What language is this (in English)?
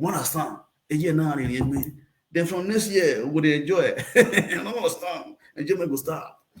Nigerian Pidgin